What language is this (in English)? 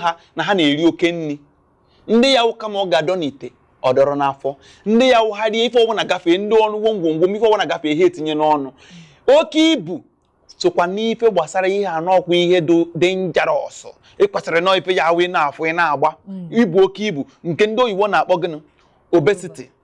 Igbo